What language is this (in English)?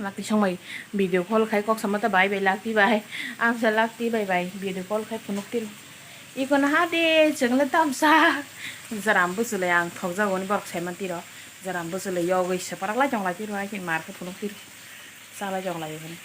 Kok Borok